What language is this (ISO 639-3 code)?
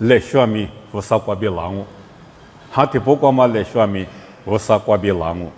lis